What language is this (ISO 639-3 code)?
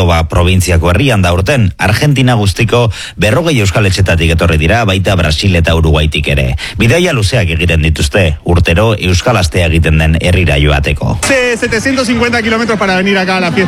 eus